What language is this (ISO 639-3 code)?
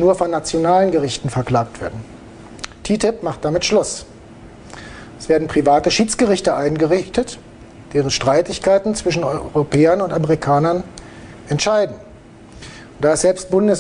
deu